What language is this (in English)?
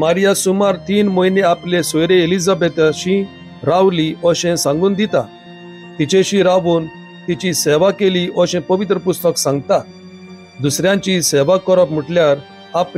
Konkani